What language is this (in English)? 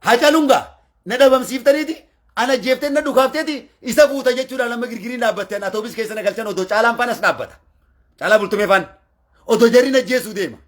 Oromo